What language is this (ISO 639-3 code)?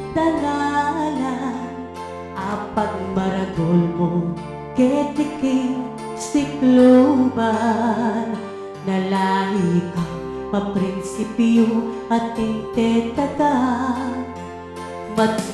pam